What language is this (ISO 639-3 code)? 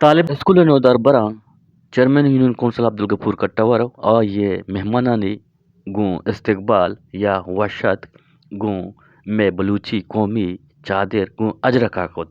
bgp